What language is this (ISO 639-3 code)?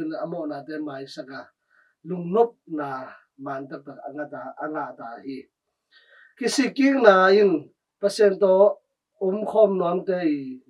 ctd